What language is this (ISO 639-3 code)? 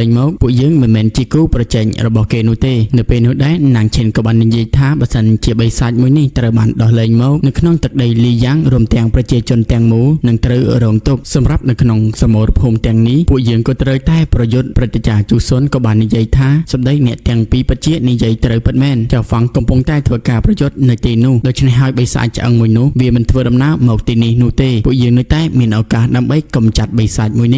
khm